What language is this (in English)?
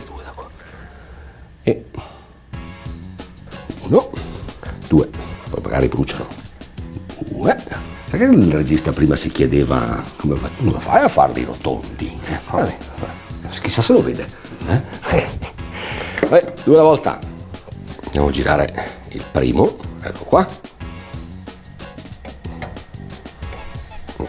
Italian